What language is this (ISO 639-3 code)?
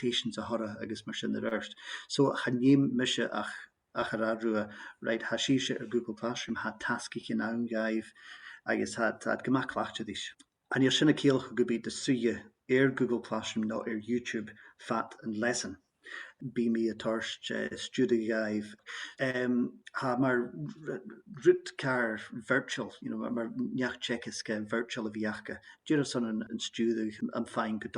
gla